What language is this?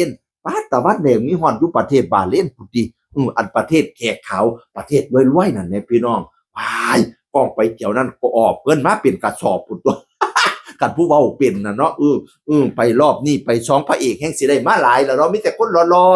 Northeastern Thai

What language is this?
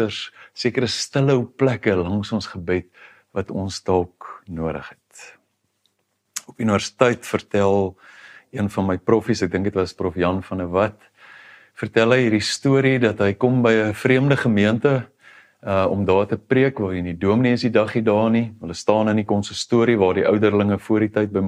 Afrikaans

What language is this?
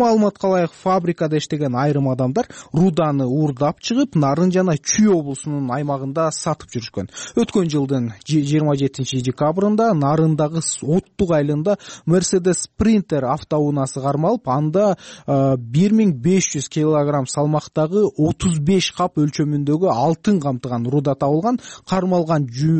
Kyrgyz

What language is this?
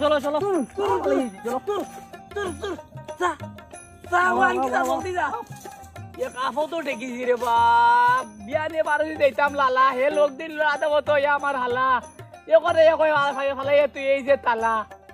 Sylheti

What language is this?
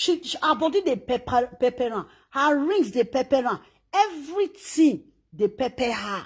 Nigerian Pidgin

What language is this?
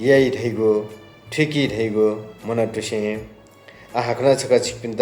Newari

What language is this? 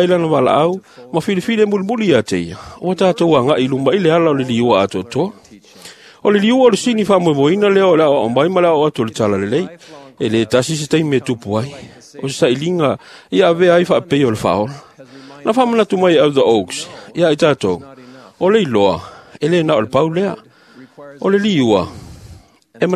Samoan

